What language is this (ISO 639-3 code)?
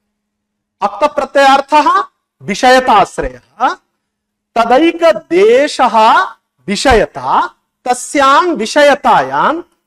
san